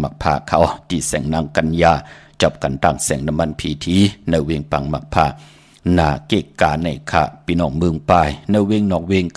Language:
Shan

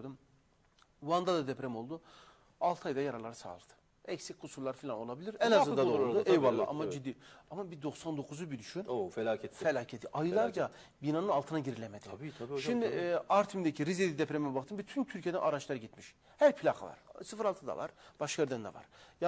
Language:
Turkish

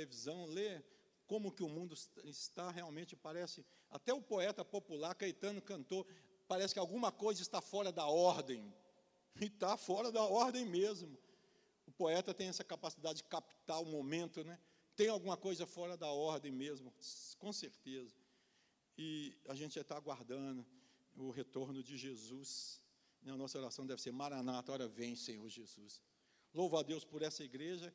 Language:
Portuguese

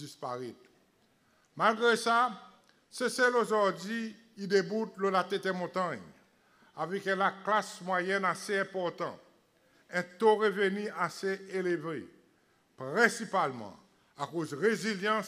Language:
Seselwa Creole French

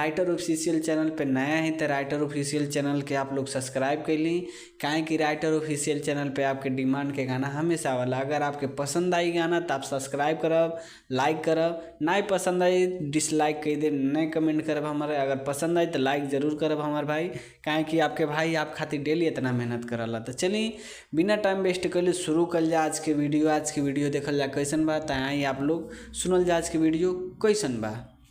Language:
Bhojpuri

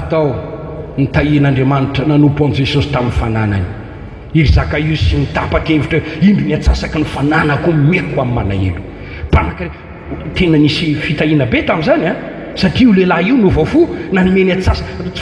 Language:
Malagasy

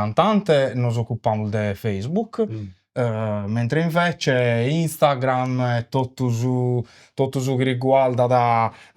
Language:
Sardinian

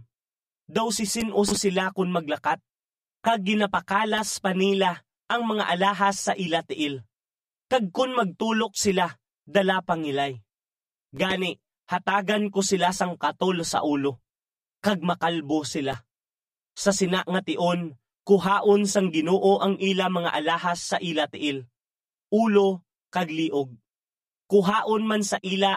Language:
Hiligaynon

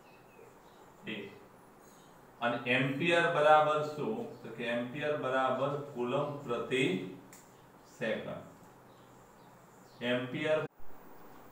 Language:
Gujarati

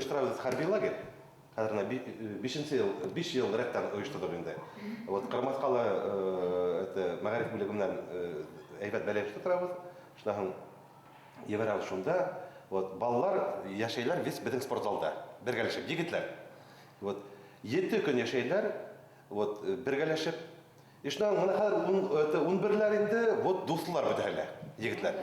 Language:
Bashkir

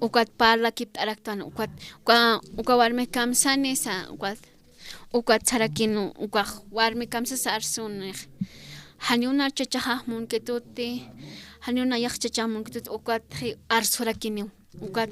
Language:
Aymara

